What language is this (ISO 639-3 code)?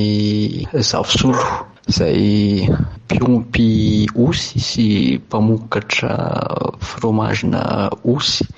mlg